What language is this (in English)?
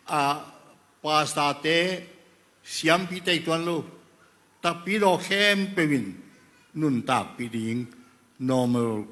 Tedim Chin